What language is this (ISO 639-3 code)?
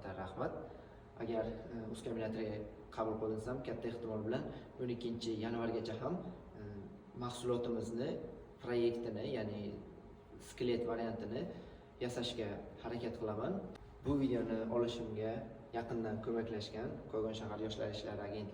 uzb